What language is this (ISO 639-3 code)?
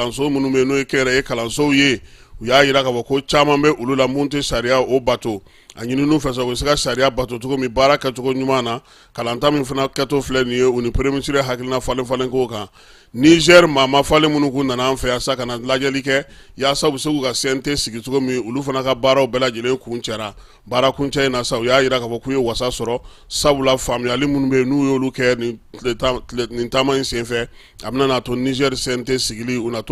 bam